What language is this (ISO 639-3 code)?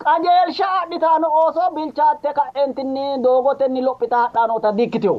sid